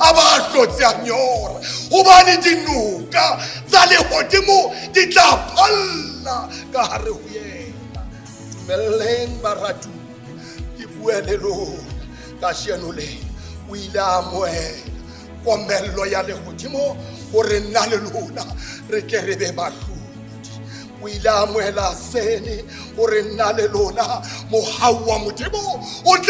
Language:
Southern Sotho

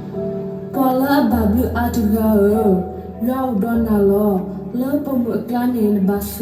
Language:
S'gaw Karen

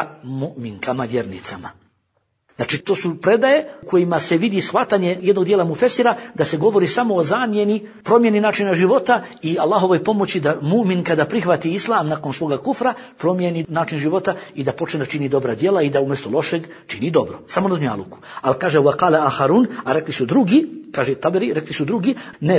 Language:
Bosnian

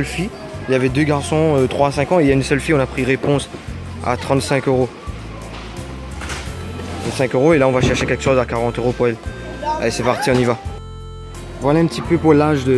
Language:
French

